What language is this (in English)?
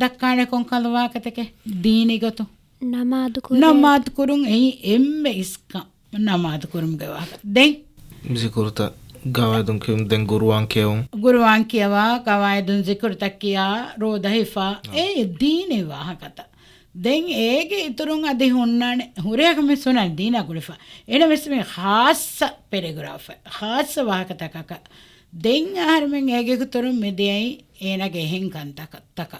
Divehi